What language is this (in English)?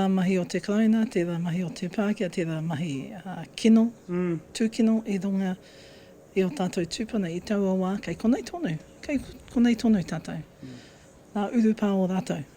Māori